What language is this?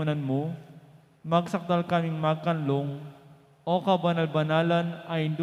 Pampanga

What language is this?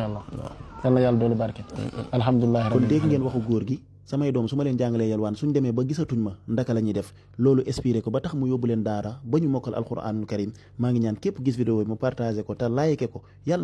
Wolof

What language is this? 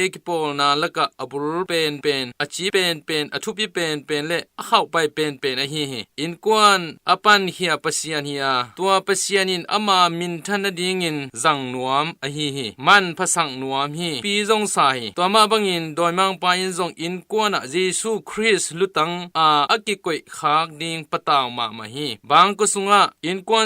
Tedim Chin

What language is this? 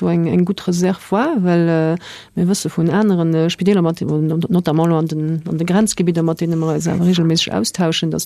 Luxembourgish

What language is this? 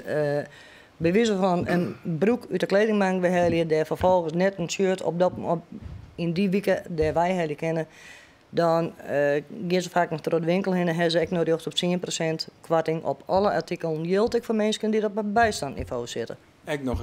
Western Frisian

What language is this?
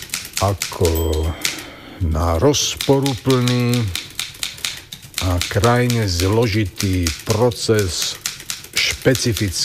Slovak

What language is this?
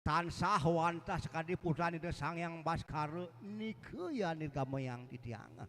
Balinese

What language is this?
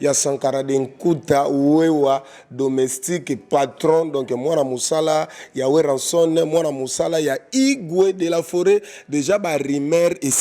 Lingala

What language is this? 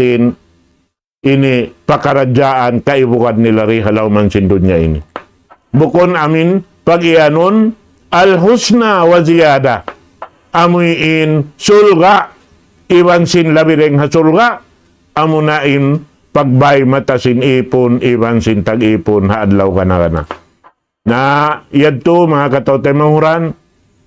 Tausug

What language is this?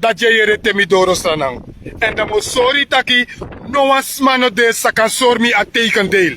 Sranan Tongo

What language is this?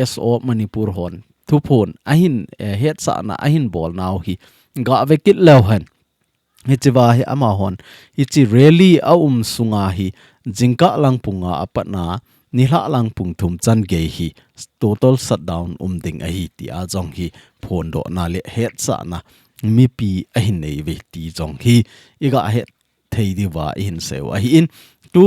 Thado Chin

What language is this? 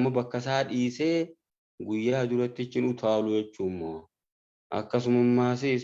Oromo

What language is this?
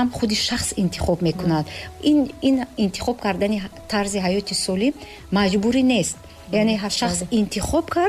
Tajik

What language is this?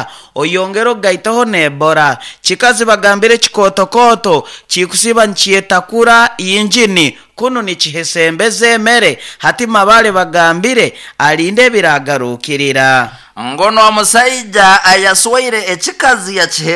Nyoro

